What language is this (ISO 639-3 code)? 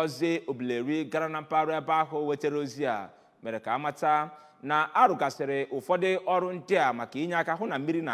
ibo